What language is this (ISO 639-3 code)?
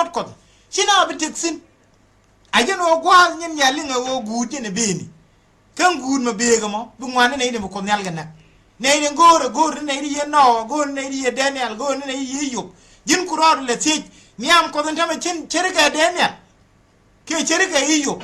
nus